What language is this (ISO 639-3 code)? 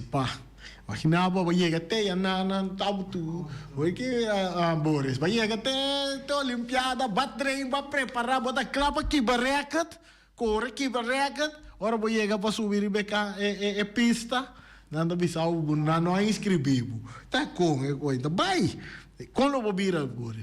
pap